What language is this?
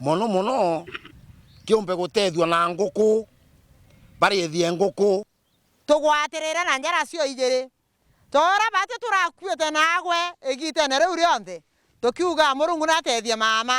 Meru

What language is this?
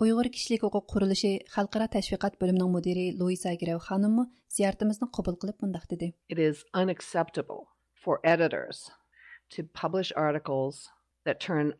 Uyghur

